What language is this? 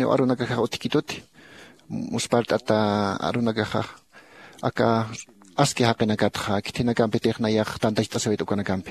Aymara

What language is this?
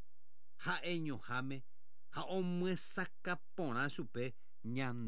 Guarani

